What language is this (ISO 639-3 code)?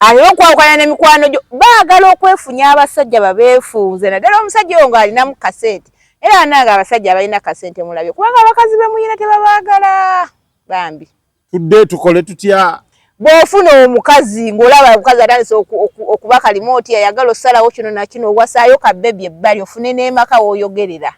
lug